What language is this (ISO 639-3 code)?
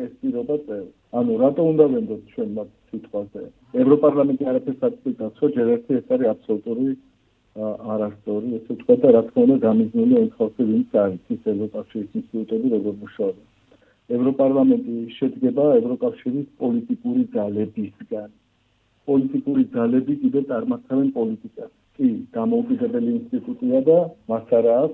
kat